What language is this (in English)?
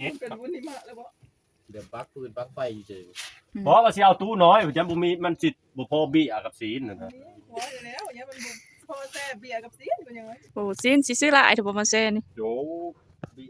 Lao